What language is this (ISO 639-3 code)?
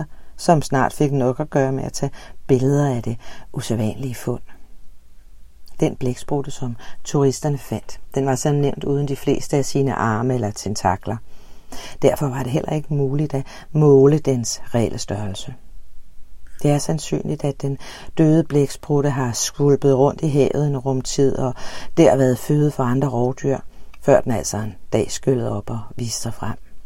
dan